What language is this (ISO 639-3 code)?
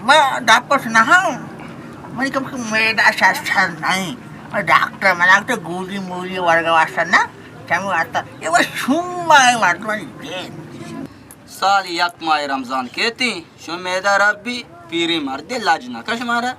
bal